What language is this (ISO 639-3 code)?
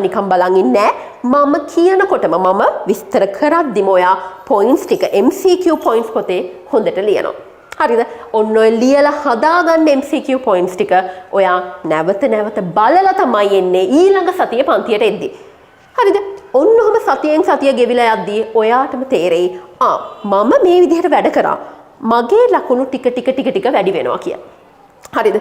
sin